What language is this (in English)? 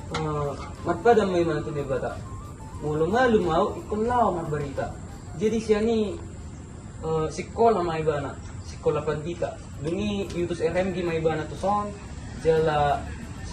Batak Toba